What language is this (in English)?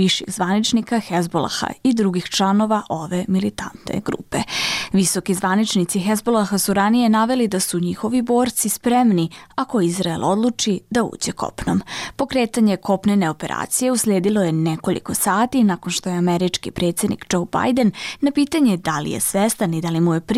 Bosnian